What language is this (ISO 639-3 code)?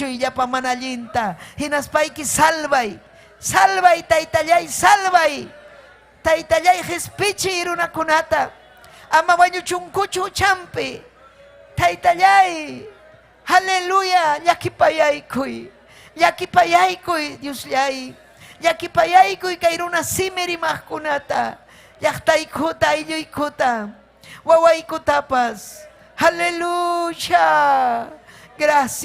quy